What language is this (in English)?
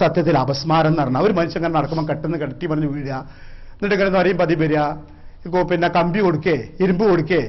Malayalam